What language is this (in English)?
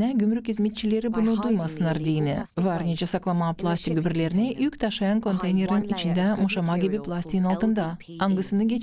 Gagauz